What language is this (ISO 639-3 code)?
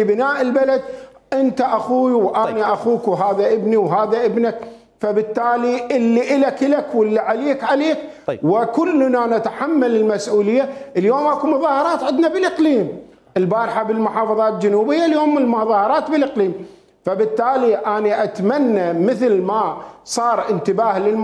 acm